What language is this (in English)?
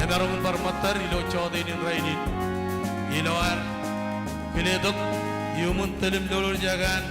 Marshallese